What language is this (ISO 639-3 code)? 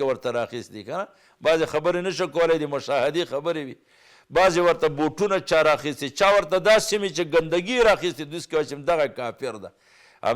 pus